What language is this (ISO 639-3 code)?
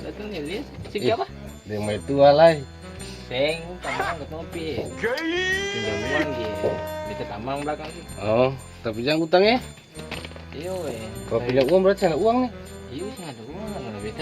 abs